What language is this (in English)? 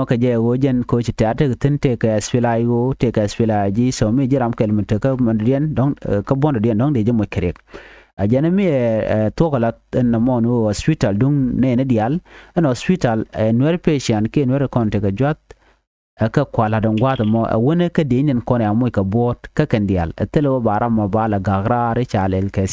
Nuer